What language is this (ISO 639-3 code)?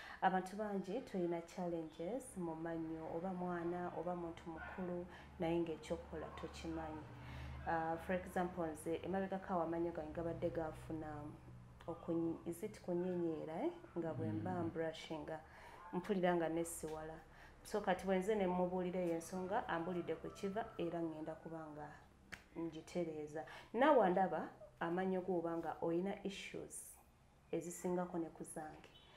lug